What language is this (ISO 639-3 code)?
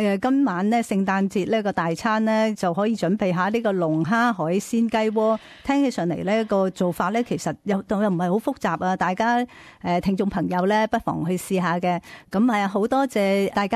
yue